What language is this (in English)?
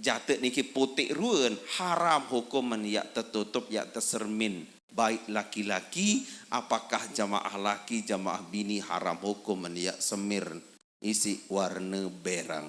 Sasak